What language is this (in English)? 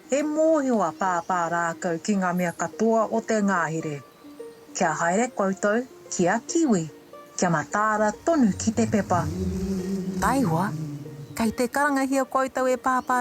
Māori